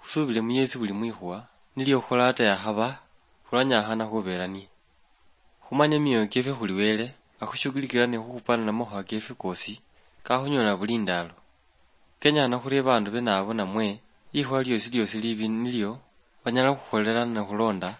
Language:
Luyia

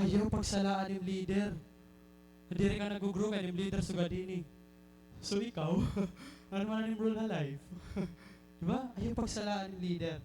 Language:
Waray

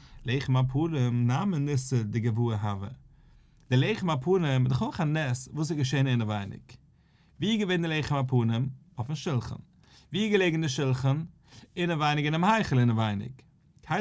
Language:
Yiddish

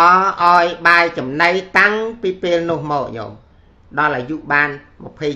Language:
Khmer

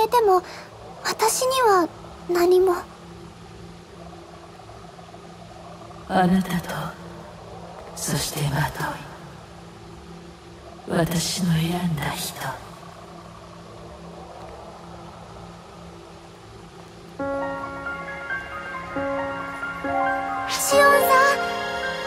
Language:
Japanese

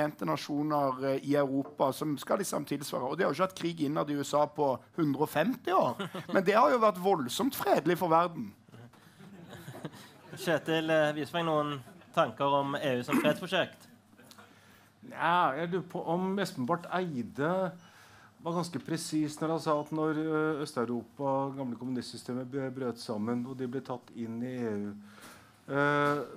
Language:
Norwegian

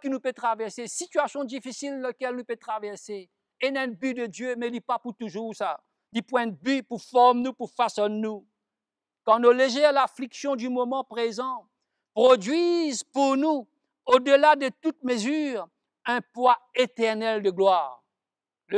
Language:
Morisyen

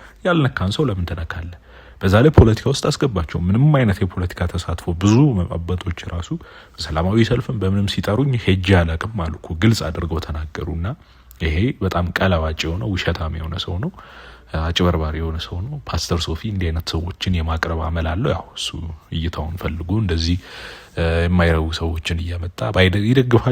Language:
Amharic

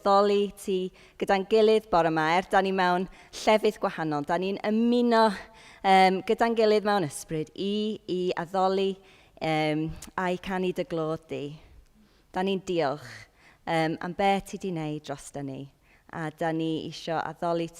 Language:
Welsh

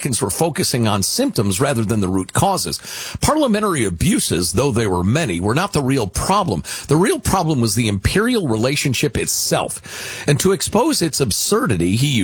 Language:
English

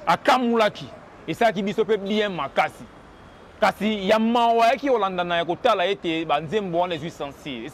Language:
Lingala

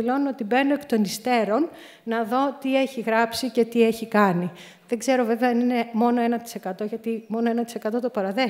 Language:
Greek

